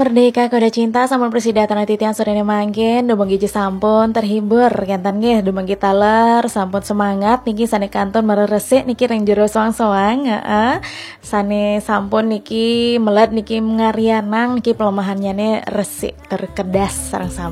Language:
Balinese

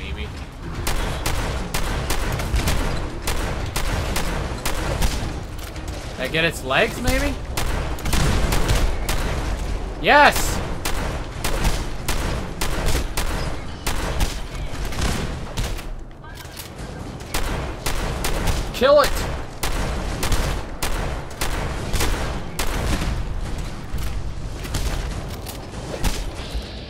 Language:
English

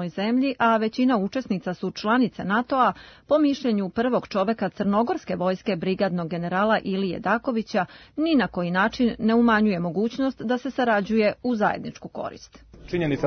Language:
Serbian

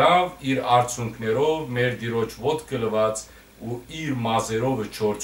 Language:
Western Armenian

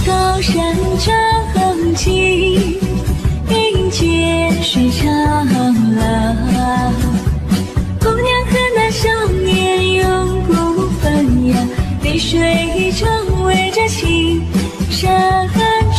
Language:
Chinese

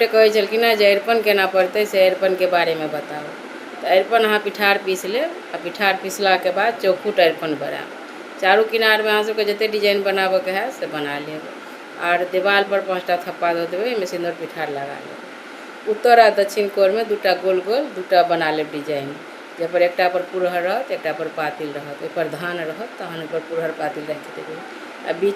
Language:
Maithili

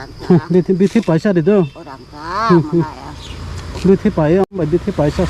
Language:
Kok Borok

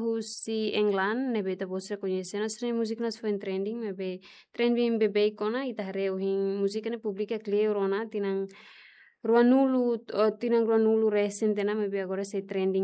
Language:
Tetum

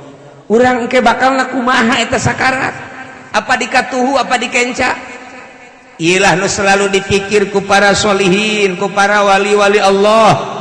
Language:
Sundanese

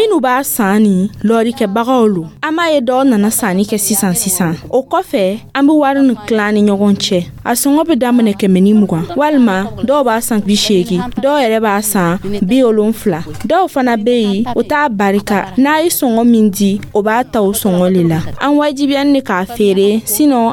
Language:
Dyula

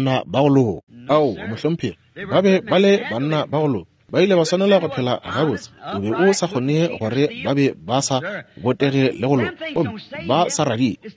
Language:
Northern Sotho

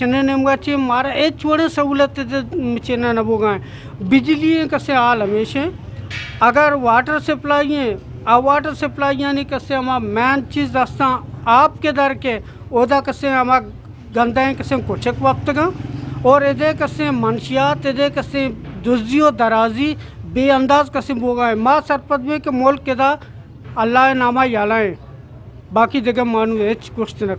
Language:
Eastern Balochi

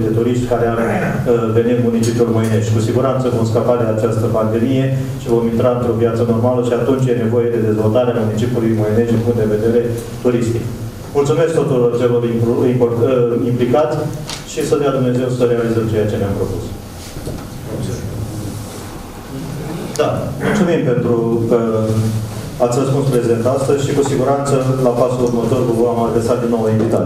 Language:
Romanian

